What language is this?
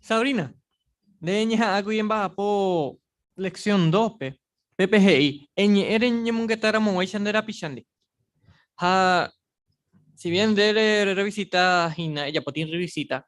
Guarani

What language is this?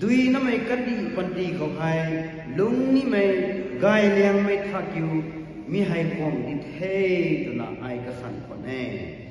Rongmei Naga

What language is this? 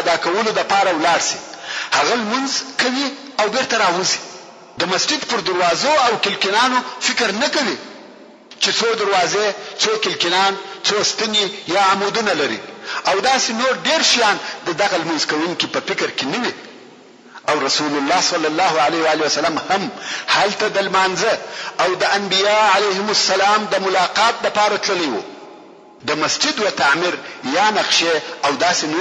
Pashto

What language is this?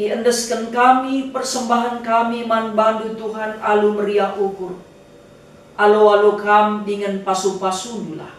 Batak Karo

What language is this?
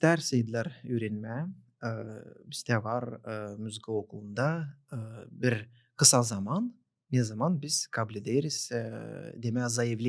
Gagauz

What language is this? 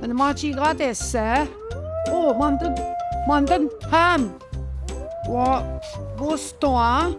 Central Ojibwa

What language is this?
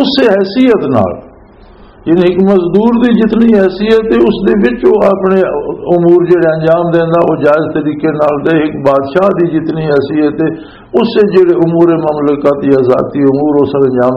Western Panjabi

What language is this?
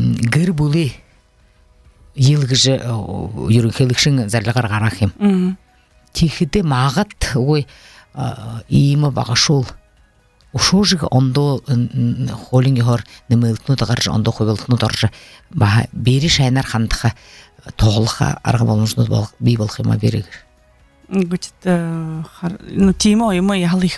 Buriat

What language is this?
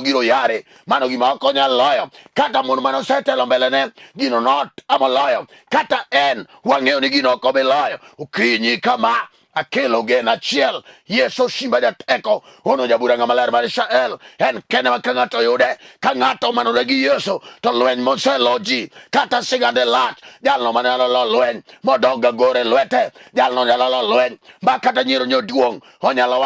Luo (Kenya and Tanzania)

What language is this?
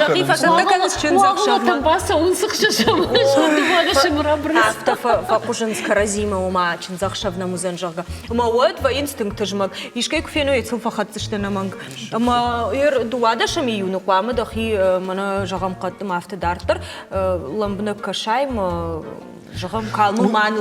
Ossetic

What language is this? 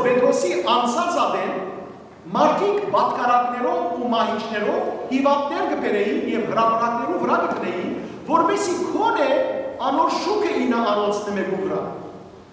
Western Armenian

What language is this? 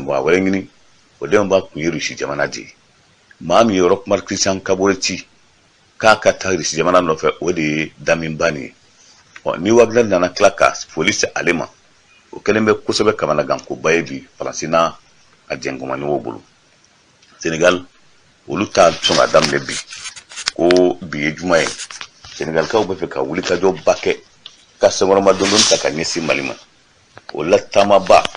Bambara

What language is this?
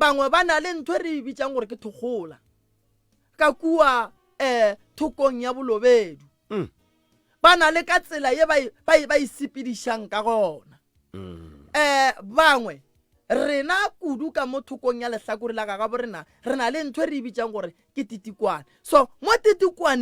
Northern Sotho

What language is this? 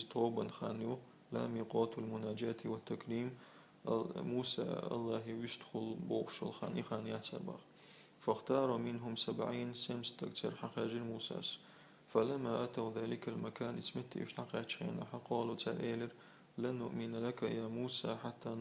Chechen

